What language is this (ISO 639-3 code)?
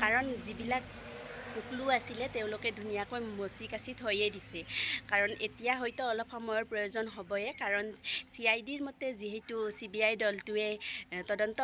asm